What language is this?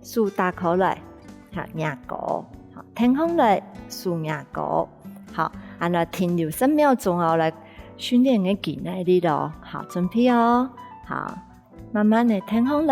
Hakka Chinese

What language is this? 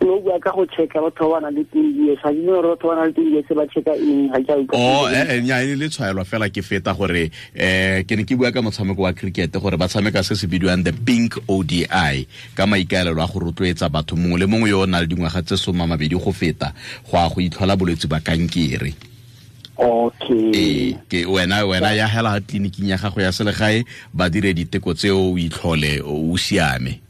Tswana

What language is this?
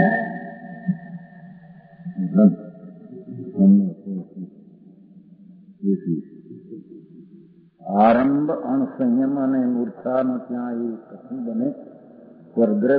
Gujarati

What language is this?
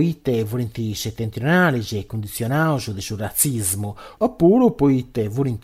Sardinian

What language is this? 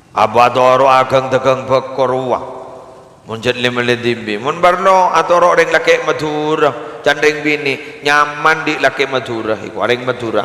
Madurese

